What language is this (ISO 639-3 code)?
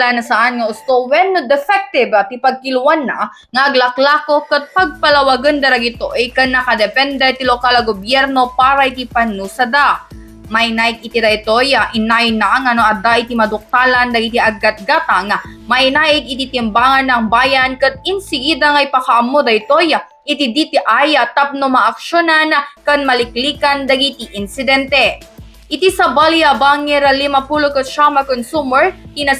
ilo